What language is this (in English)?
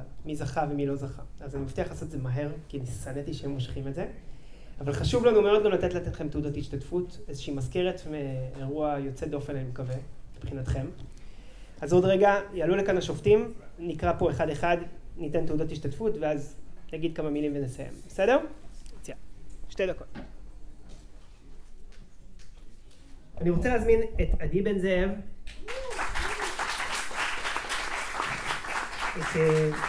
Hebrew